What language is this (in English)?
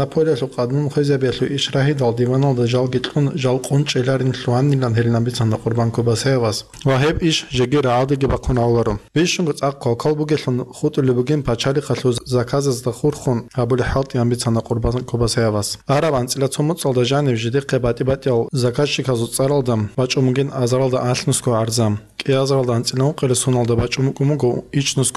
Avaric